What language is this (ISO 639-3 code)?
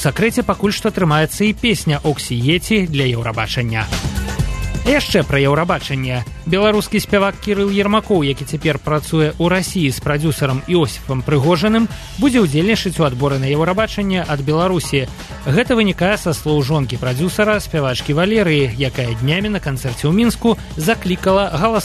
bel